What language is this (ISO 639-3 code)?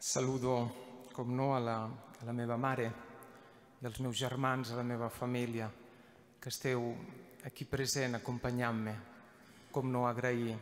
cat